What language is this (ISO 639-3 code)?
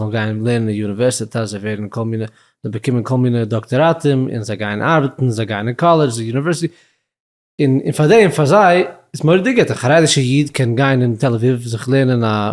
yid